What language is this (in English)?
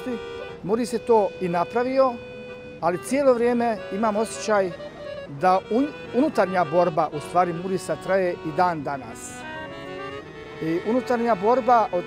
Bosnian